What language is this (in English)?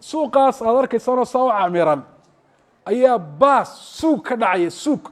Somali